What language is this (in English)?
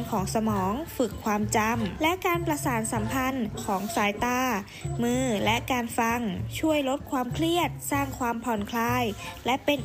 Thai